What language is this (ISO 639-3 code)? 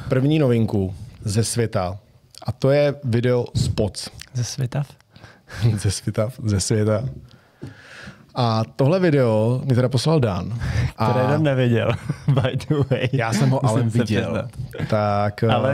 ces